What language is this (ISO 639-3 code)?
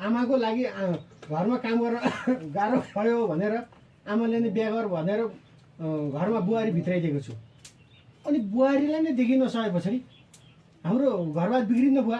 nep